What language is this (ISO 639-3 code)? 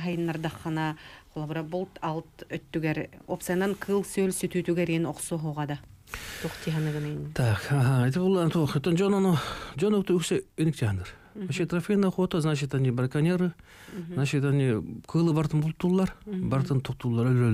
sah